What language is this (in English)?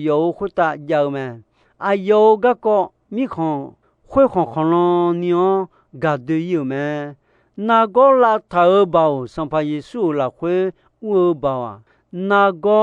Akha